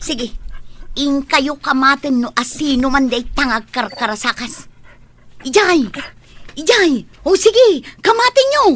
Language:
Iloko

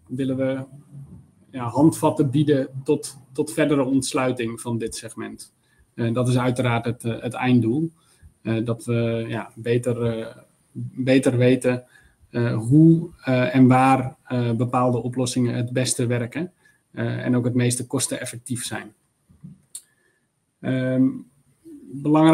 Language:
Dutch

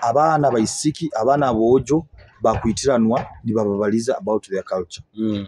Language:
Nyoro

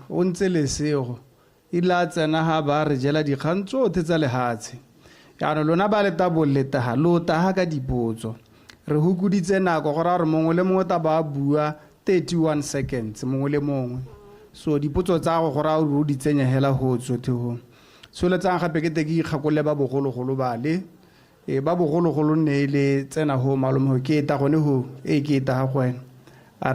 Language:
Tswana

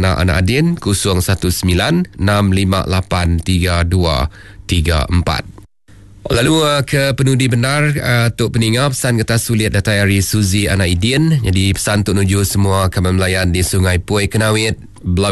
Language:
Iban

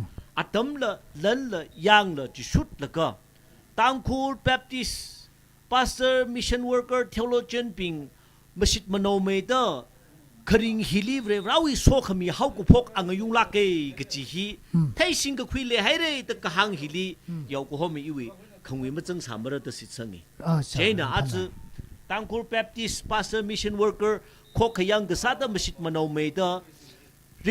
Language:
Tangkhul Naga (India)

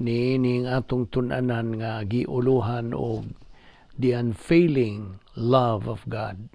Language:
Cebuano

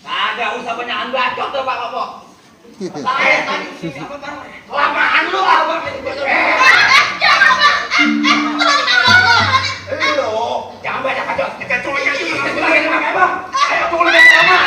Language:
Betawi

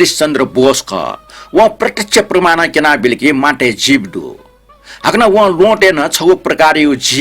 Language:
Newari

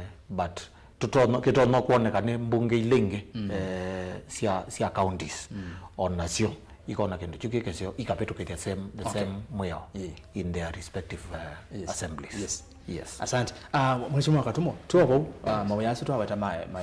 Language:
Kamba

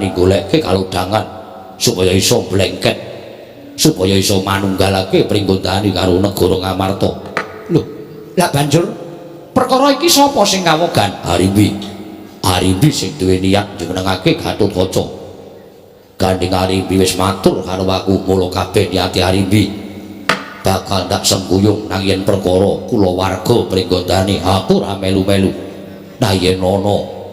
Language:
Javanese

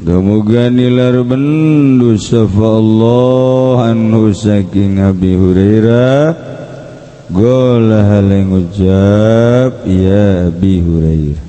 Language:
Sundanese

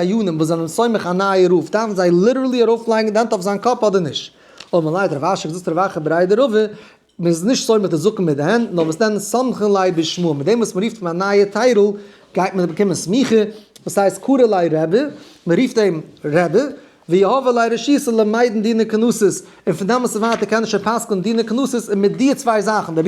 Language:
Yiddish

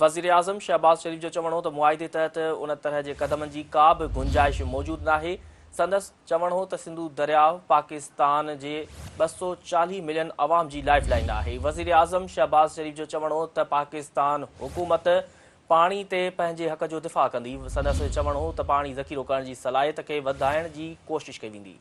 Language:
Sindhi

